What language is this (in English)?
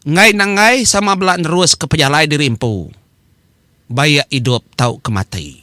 Iban